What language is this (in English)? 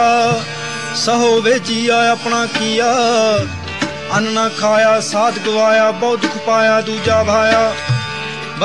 Punjabi